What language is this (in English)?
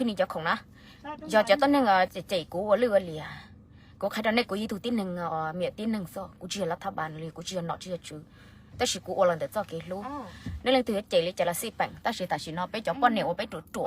Hmong